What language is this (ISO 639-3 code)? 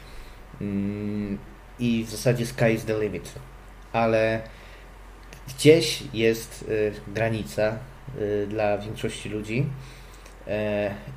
pol